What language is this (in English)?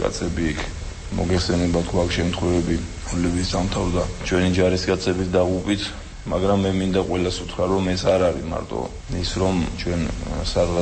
Georgian